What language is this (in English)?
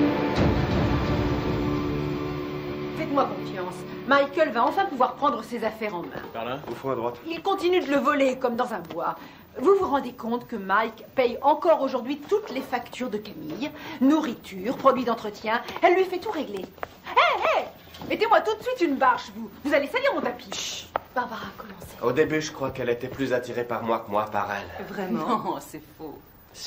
French